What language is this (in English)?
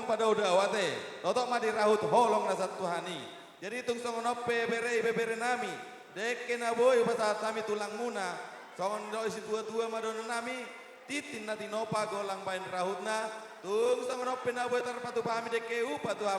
Batak Toba